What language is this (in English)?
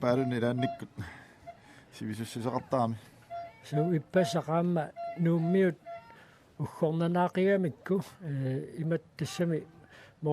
Kalaallisut